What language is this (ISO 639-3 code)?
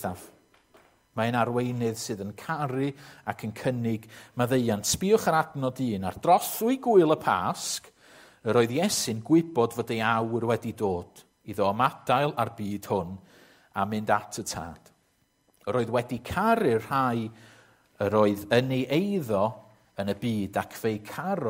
cym